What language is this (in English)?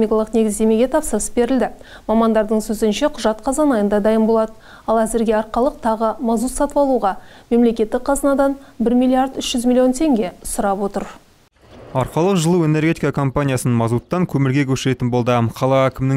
Kazakh